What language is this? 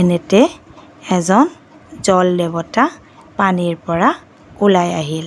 Assamese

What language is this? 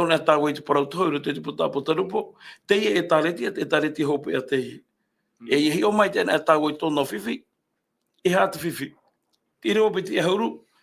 Tahitian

